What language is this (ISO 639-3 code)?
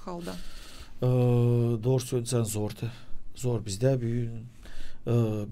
gag